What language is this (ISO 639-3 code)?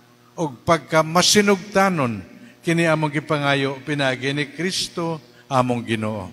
ceb